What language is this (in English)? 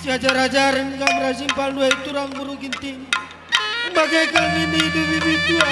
Batak Karo